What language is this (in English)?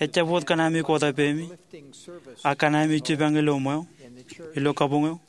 Marshallese